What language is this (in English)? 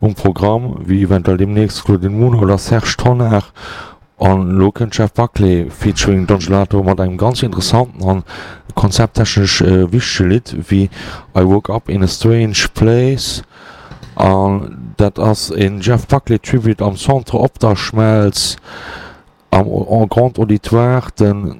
Luxembourgish